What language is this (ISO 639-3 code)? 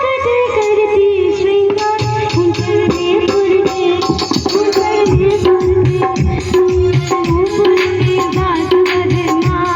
mai